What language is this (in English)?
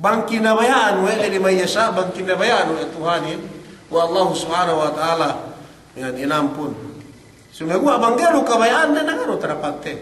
Yakan